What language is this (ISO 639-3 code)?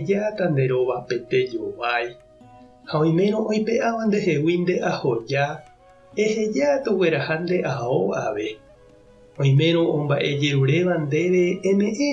grn